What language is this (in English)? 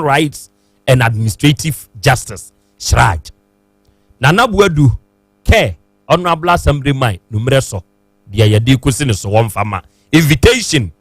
Akan